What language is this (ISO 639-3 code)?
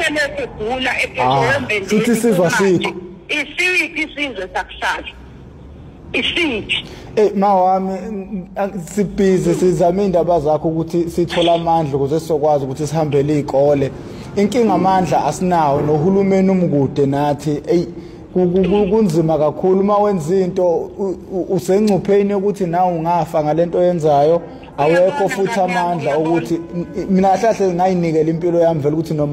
zul